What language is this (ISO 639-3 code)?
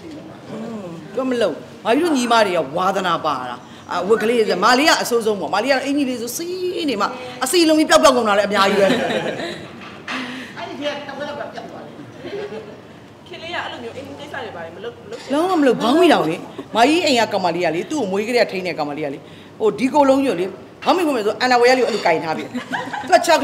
mya